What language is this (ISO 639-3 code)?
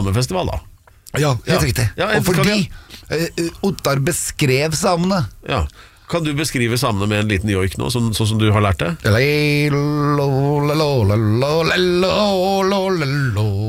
nor